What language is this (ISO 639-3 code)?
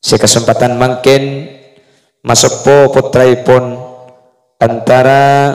mad